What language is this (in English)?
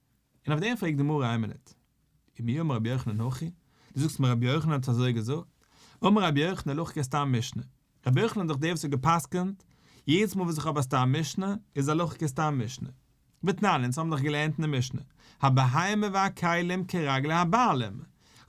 Yiddish